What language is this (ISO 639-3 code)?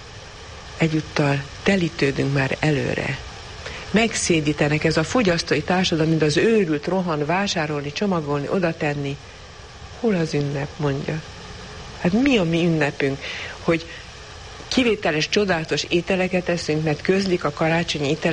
hun